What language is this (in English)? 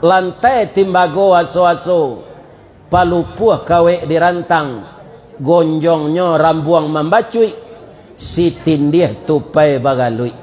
Minangkabau